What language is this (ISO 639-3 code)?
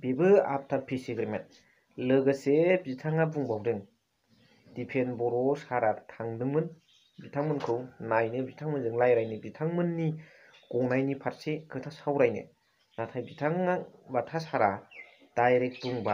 brx